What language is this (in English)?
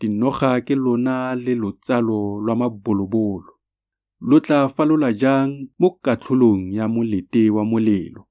Tswana